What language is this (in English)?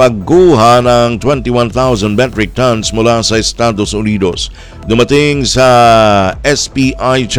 Filipino